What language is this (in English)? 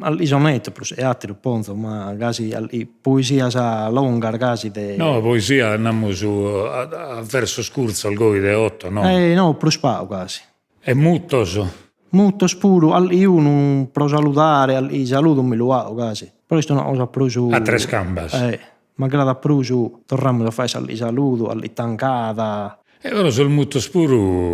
Sardinian